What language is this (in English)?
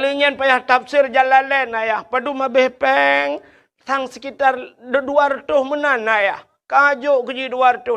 Achinese